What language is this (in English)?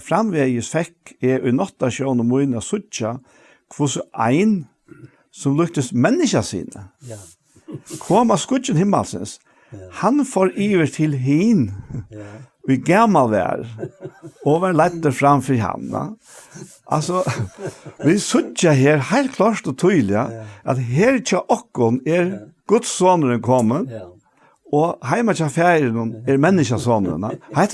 Faroese